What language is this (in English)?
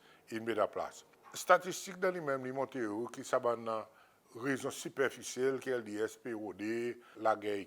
Seselwa Creole French